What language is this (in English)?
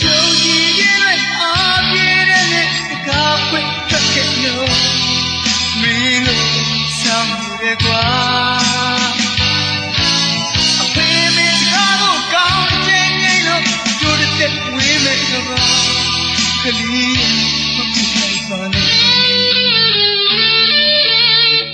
Burmese